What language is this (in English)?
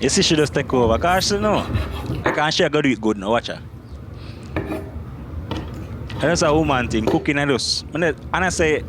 Jamaican Creole English